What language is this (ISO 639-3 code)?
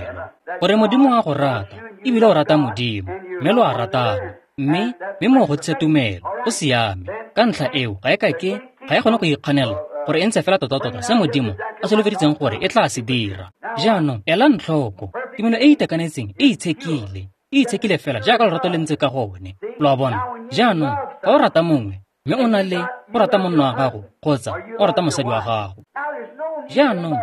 tsn